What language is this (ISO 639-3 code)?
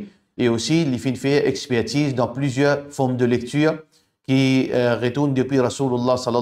mfe